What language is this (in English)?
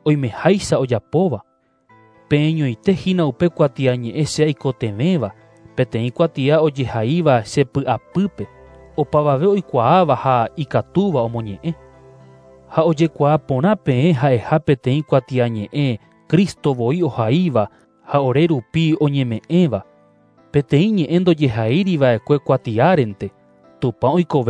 Guarani